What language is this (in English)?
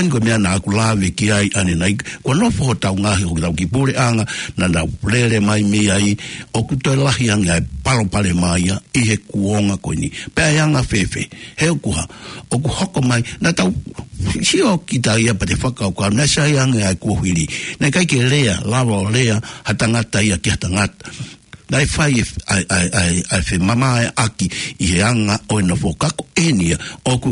Tongan